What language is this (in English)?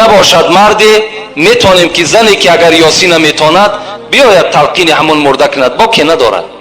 Tajik